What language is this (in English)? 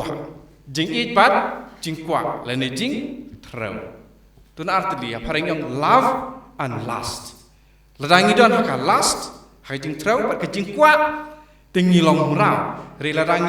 Khasi